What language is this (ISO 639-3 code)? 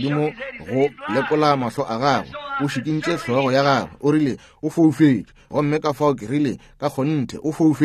nso